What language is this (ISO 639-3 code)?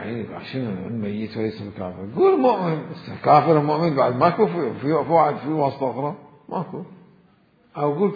acm